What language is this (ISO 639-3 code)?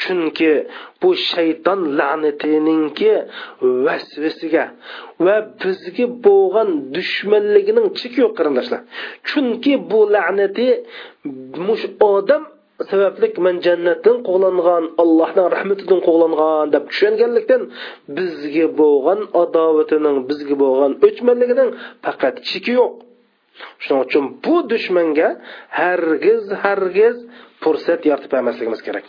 uig